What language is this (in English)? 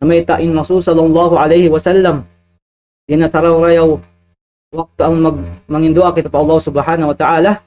Tausug